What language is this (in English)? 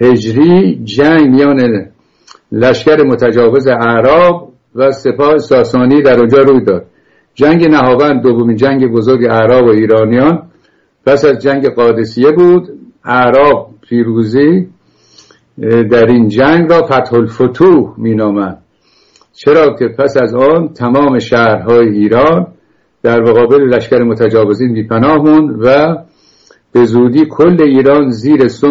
Persian